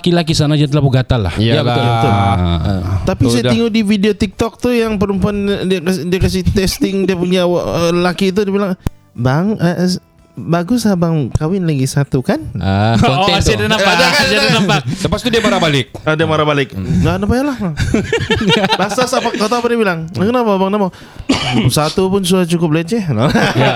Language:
Malay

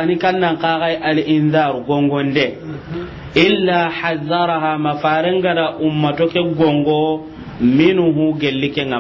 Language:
Soninke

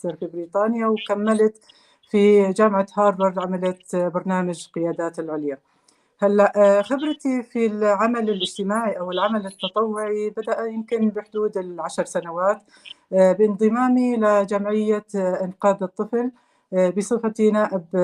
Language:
North Levantine Arabic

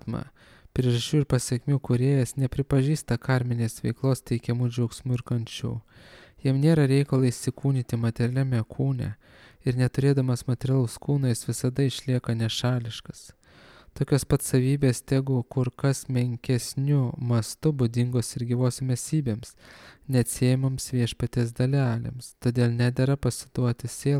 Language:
Lithuanian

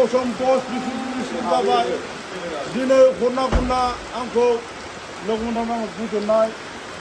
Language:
Bodo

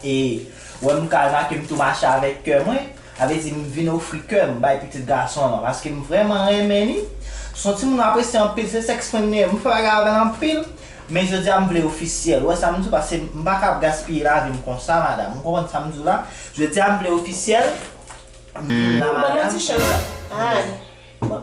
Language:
Haitian Creole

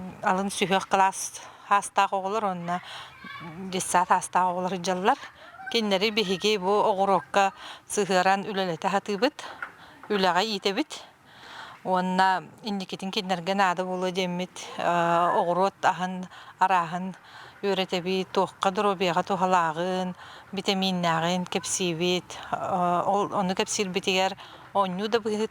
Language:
Yakut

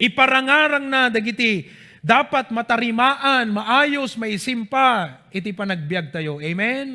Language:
Iloko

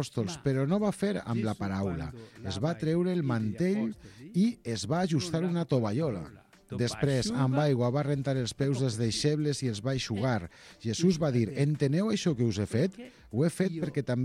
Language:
Catalan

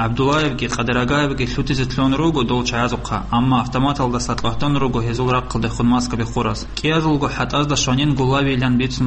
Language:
Avaric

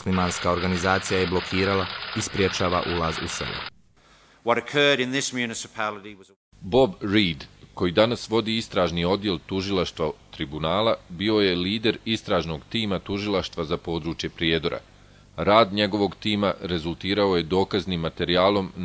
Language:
Bosnian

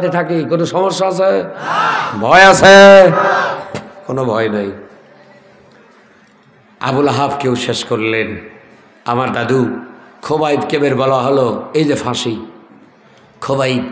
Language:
Bangla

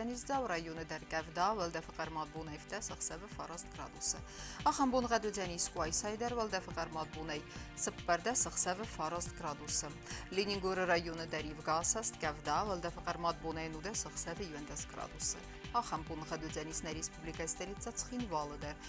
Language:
Ossetic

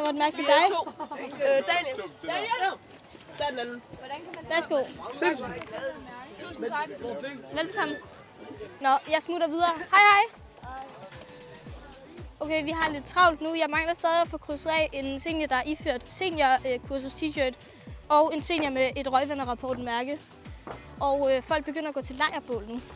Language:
Danish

